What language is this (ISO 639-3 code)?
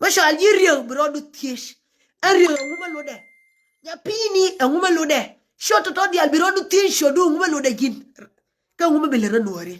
nus